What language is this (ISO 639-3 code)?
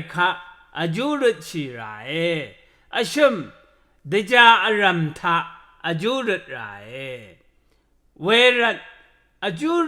raw